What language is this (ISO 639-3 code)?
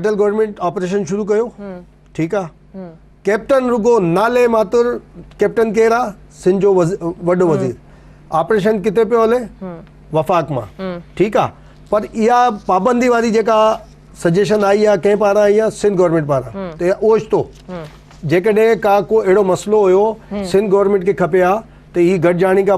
snd